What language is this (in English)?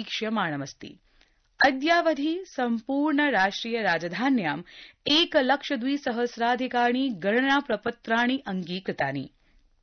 Sanskrit